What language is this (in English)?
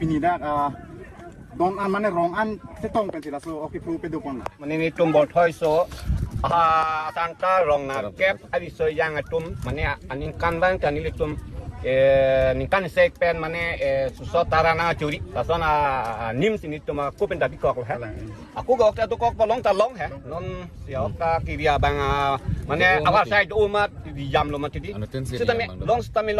Karbi